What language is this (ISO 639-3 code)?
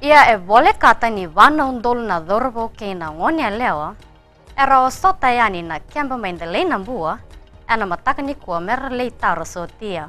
fij